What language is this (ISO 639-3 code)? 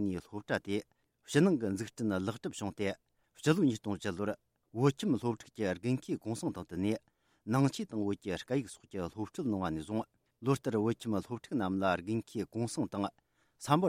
bod